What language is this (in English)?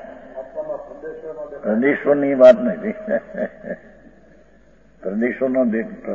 Gujarati